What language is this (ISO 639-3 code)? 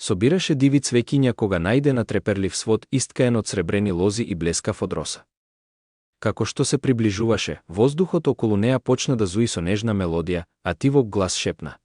mkd